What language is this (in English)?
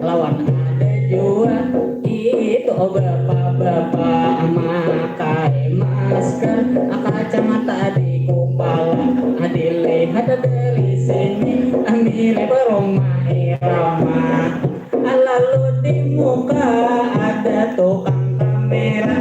Banjar